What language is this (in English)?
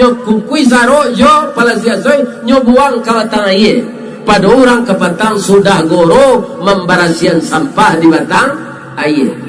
Minangkabau